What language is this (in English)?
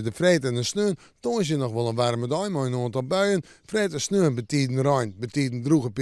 Western Frisian